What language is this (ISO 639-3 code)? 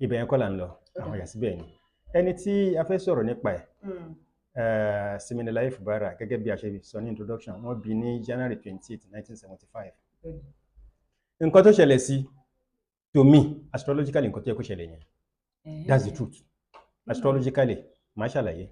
yor